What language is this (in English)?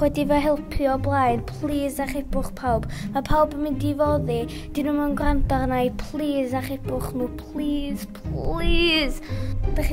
Welsh